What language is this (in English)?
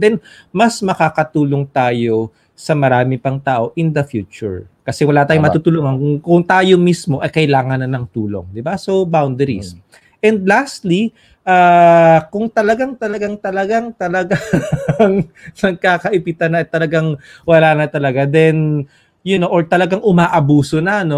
Filipino